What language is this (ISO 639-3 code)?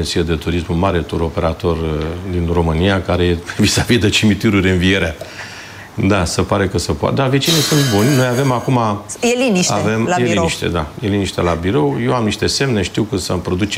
ron